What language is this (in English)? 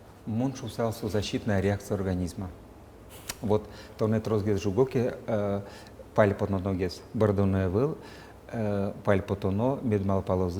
Udmurt